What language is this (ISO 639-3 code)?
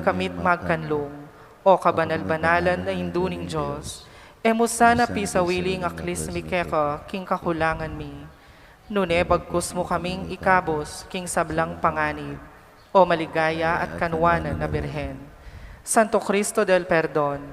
pam